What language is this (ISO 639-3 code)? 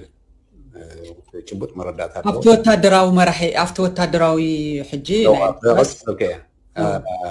tir